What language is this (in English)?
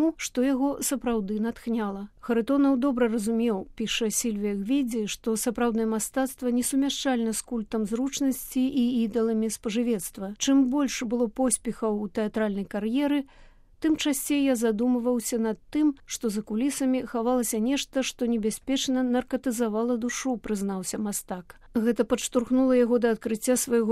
Belarusian